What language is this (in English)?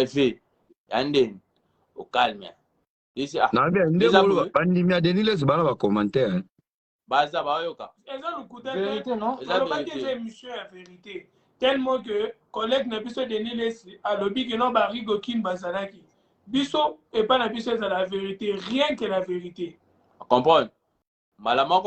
Lingala